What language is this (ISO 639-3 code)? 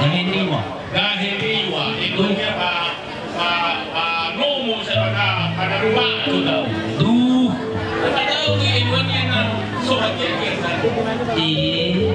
nia